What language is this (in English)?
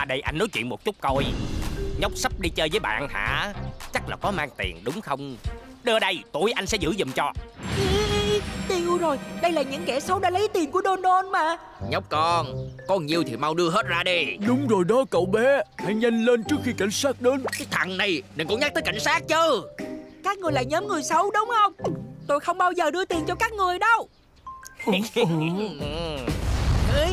Vietnamese